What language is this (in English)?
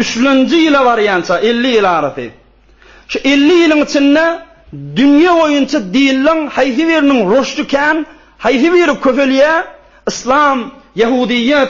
Turkmen